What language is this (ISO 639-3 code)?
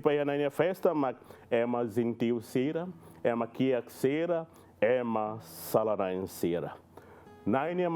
tet